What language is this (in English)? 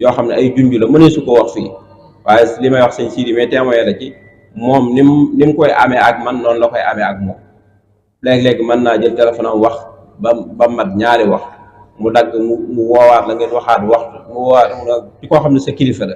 Wolof